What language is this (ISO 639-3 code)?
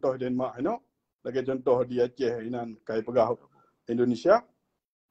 ace